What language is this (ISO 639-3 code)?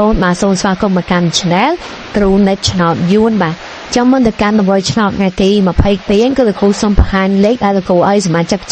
khm